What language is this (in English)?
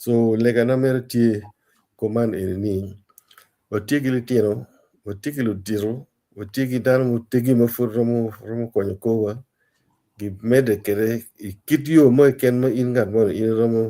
Acoli